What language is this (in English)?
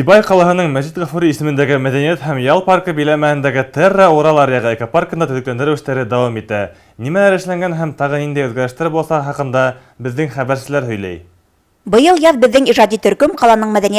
Bashkir